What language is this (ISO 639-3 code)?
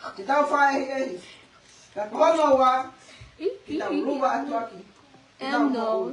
ton